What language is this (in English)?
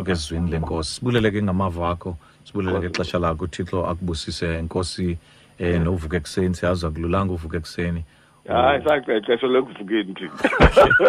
Xhosa